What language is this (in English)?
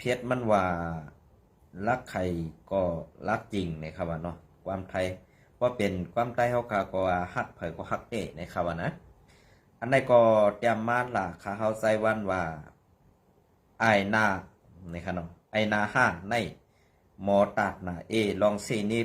Shan